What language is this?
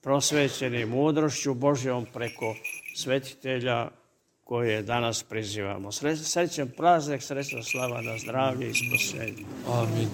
Serbian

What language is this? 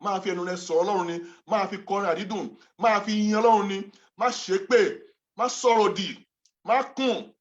Yoruba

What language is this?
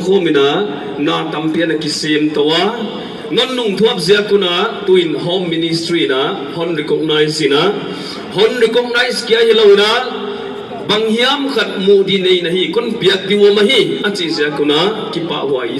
Paite Chin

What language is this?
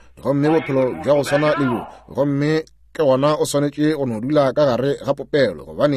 Northern Sotho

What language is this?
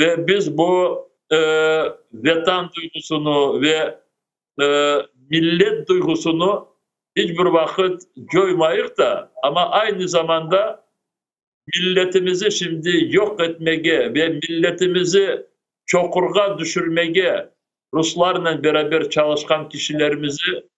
Crimean Tatar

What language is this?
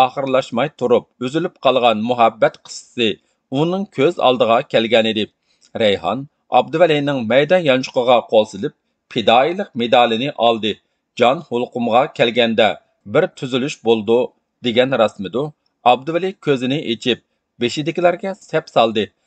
Uyghur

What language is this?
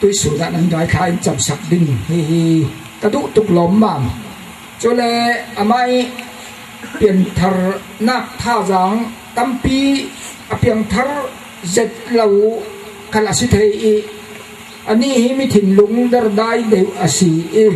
Falam Chin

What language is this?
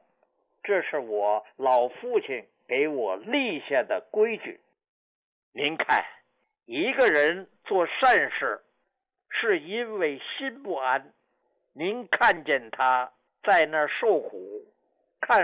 Chinese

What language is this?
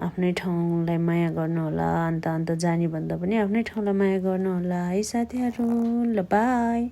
Nepali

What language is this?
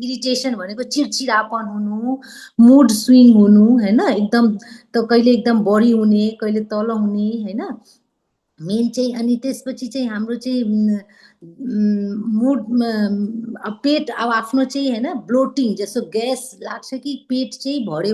Nepali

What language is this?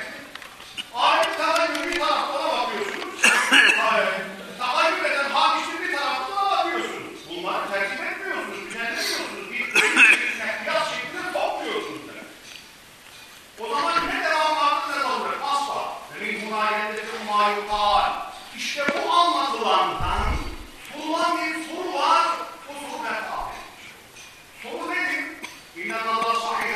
Turkish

